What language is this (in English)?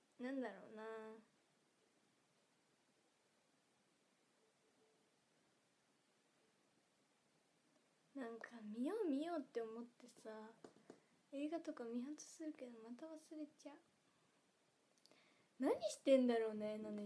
Japanese